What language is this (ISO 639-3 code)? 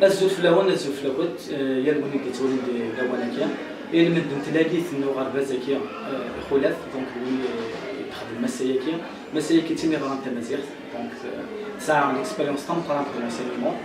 kab